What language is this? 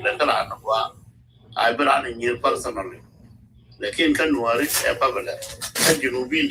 Nuer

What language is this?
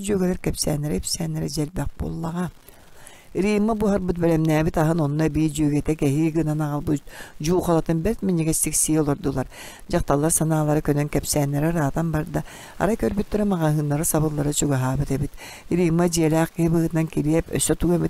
Yakut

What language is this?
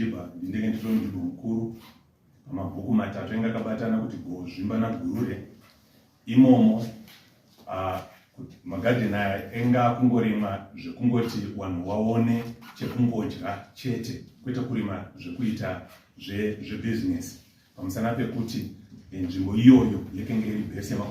Shona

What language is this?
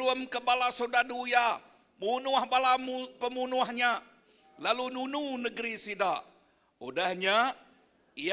Iban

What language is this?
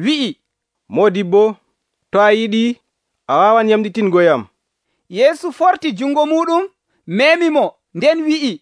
Nigerian Fulfulde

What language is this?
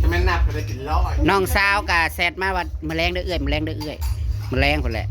Northeastern Thai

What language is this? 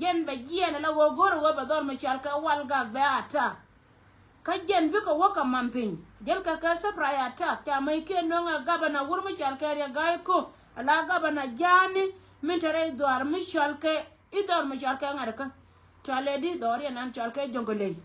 Nuer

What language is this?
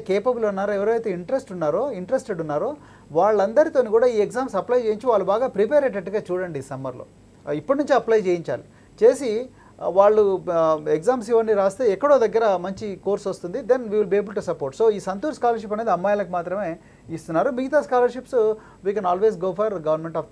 Telugu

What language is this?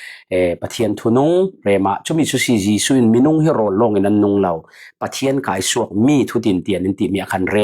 Falam Chin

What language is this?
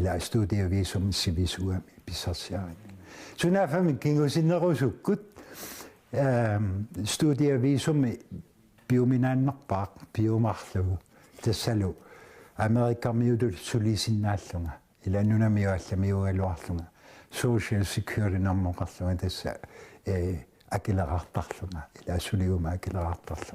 Kalaallisut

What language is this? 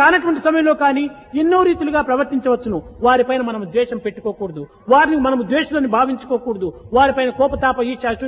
Telugu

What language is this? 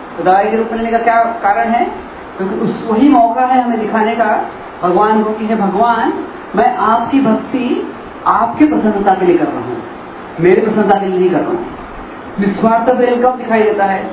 Hindi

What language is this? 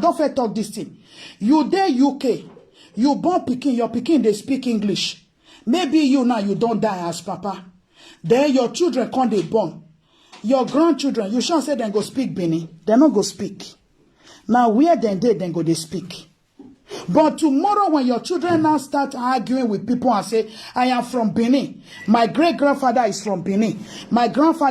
Nigerian Pidgin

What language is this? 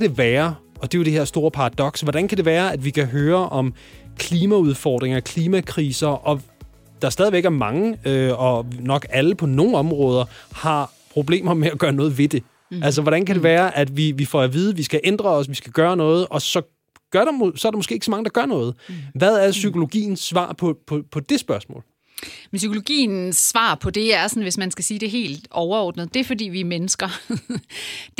Danish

